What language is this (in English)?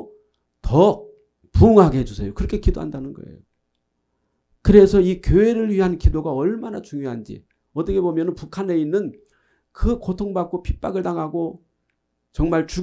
Korean